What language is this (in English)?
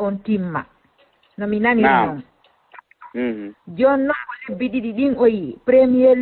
Fula